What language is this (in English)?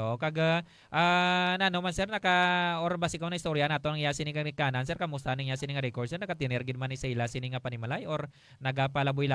Hiligaynon